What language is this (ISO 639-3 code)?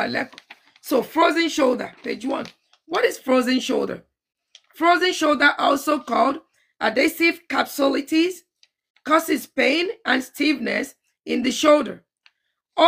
yor